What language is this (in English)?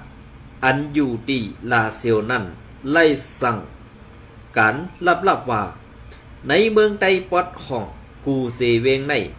Shan